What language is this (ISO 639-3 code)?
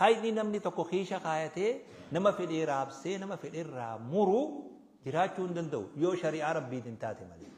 orm